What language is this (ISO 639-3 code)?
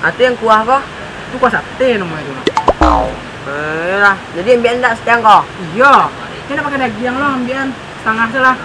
min